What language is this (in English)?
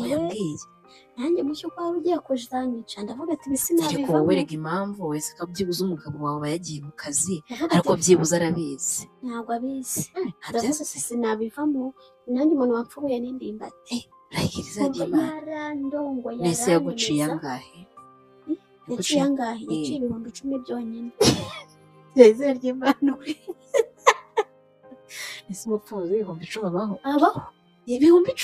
Kinyarwanda